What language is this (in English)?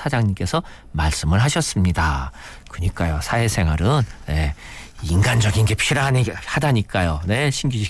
Korean